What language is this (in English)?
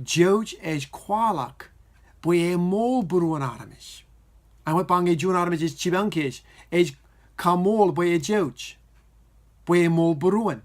Marshallese